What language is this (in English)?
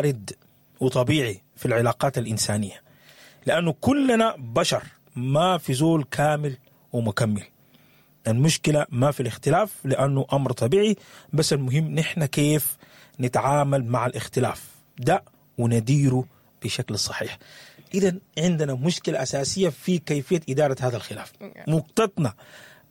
Sudanese Arabic